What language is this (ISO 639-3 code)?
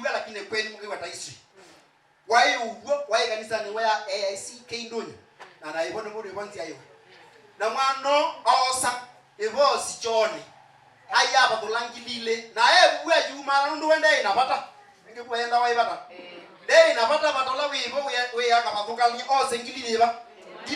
kam